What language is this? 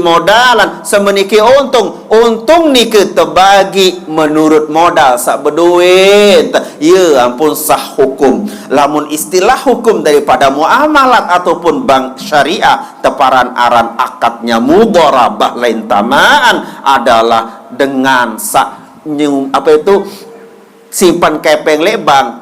Sasak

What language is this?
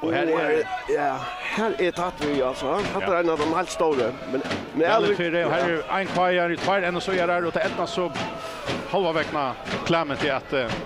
Faroese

